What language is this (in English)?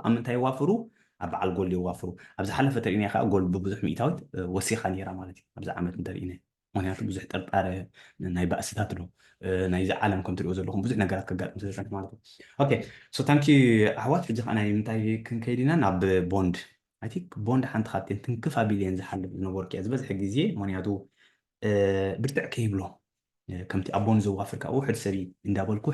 Tigrinya